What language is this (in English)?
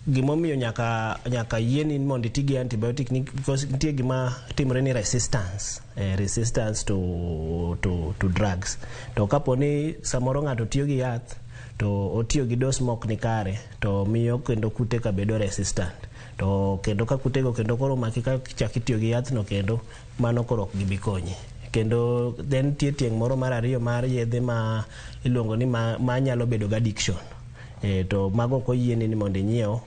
Luo (Kenya and Tanzania)